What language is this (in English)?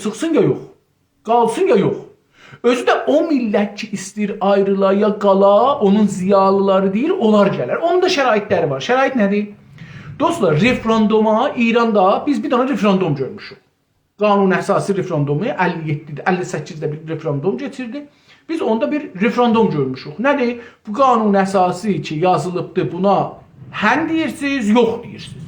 South Azerbaijani